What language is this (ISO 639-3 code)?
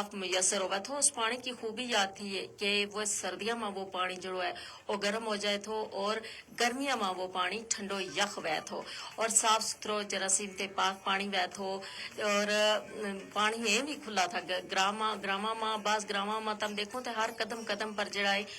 gju